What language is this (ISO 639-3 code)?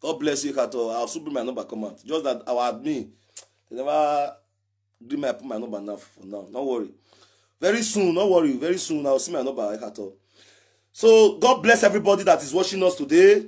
pcm